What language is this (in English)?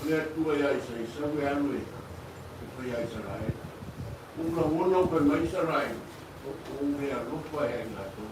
Samoan